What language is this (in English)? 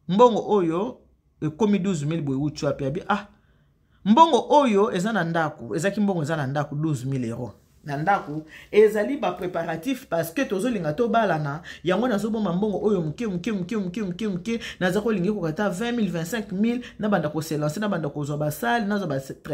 Lingala